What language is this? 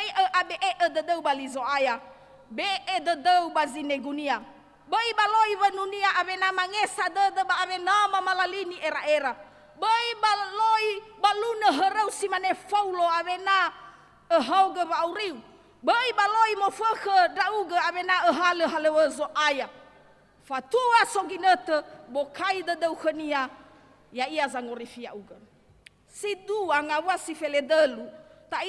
Nias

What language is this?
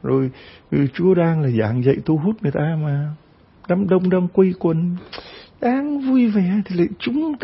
Vietnamese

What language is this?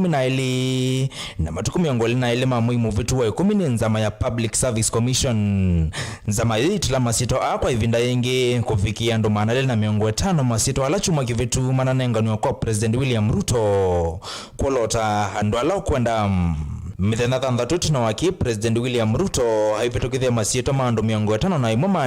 Kamba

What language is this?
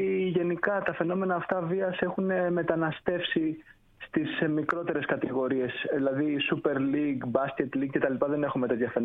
Greek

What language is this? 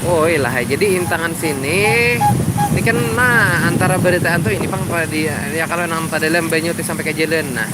Banjar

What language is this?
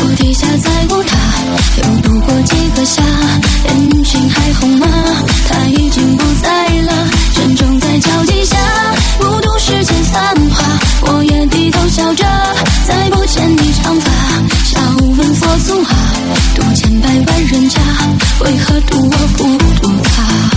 Chinese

